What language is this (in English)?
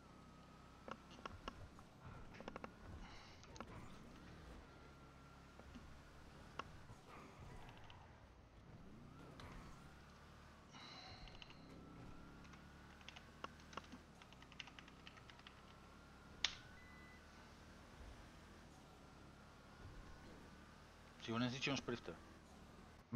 Bulgarian